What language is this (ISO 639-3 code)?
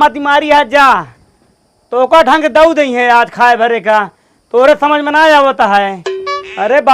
awa